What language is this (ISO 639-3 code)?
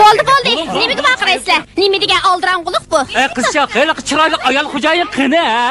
uig